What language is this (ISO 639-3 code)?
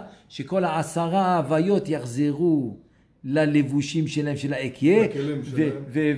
heb